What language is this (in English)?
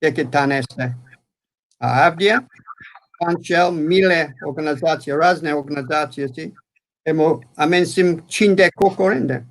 Balkan Romani